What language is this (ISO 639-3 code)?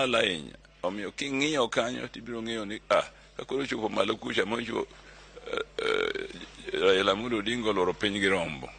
luo